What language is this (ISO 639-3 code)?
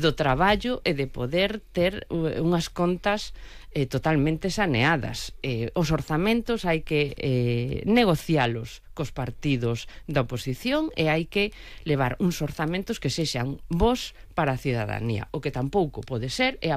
glg